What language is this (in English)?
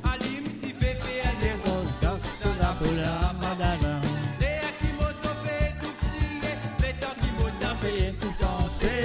Morisyen